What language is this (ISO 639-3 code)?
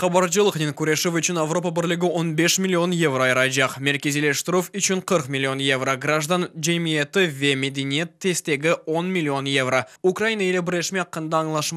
crh